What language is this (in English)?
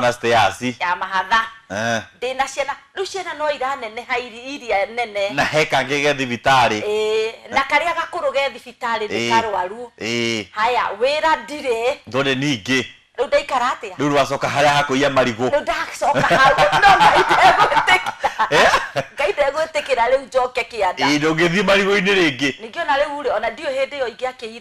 Kikuyu